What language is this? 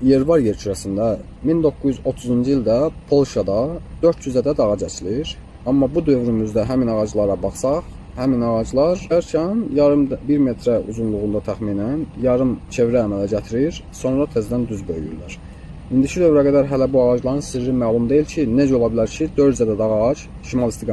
Azerbaijani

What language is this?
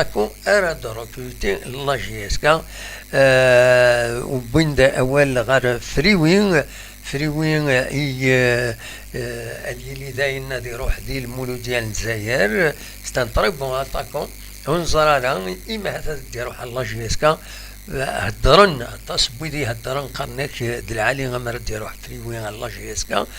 Kabyle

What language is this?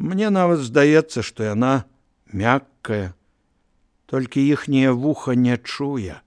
Belarusian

